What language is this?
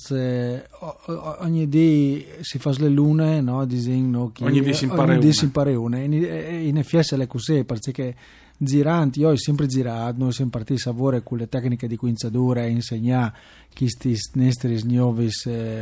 Friulian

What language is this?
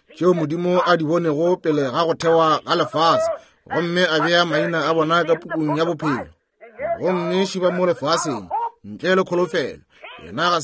Northern Sotho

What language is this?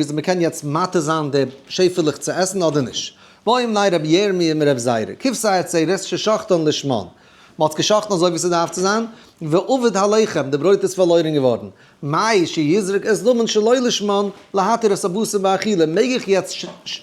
Yiddish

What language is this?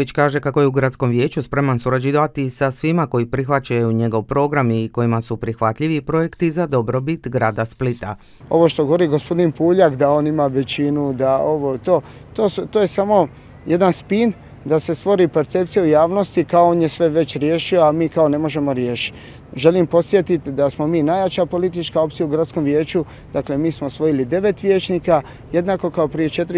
Croatian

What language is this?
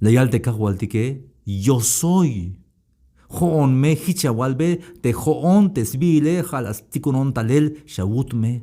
Tzeltal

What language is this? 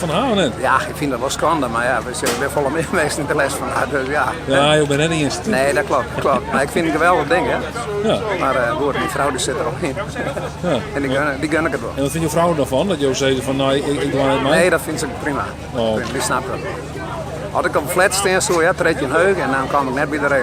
Western Frisian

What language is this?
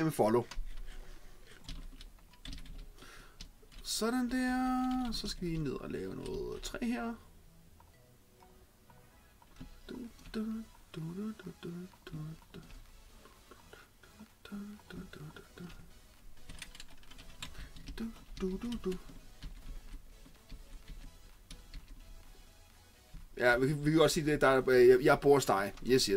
Danish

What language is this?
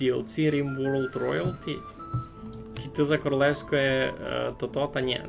Rusyn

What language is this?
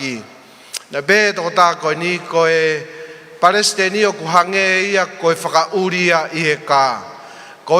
Tongan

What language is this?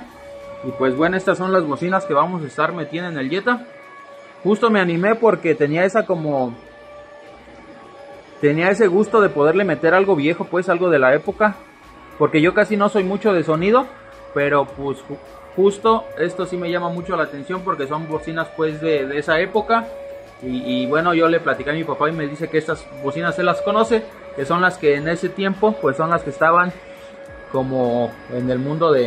Spanish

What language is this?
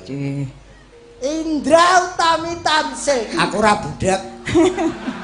Javanese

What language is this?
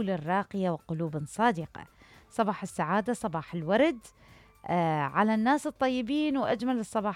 Mesopotamian Arabic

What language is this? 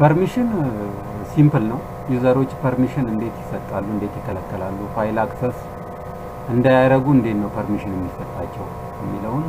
Amharic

